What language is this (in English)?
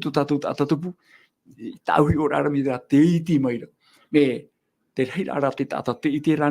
Tahitian